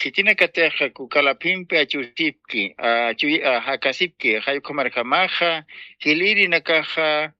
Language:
Aymara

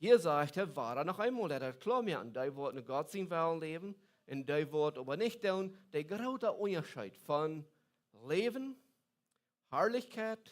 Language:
Plautdietsch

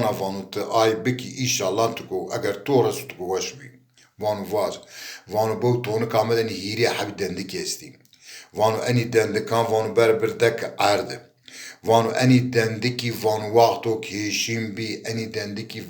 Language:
Zaza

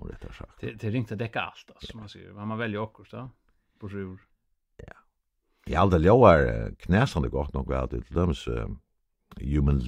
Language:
Faroese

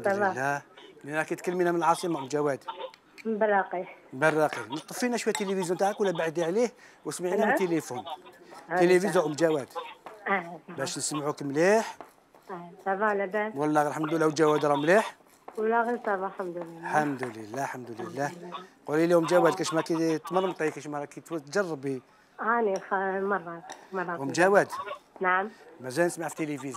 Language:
Algerian Arabic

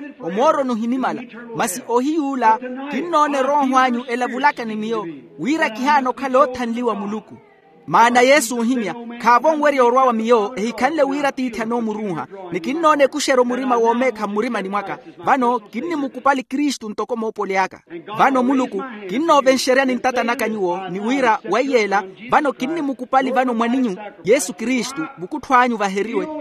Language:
Makhuwa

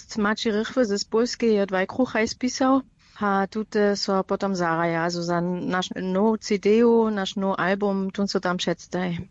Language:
Upper Sorbian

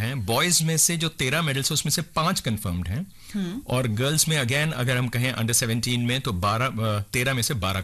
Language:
Hindi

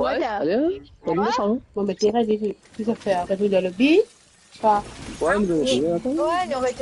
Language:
Morisyen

